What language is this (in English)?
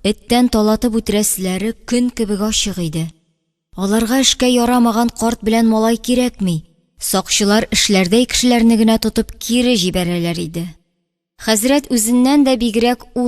Tatar